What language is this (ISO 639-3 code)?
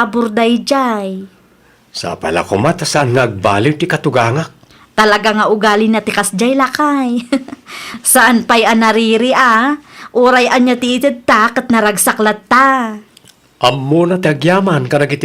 ilo